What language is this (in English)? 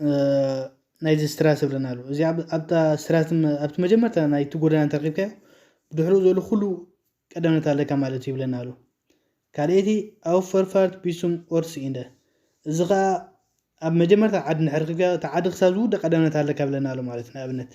Tigrinya